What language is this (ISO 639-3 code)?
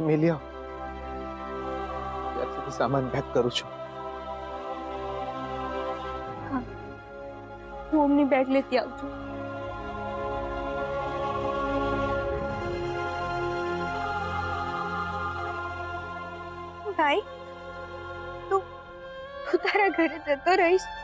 guj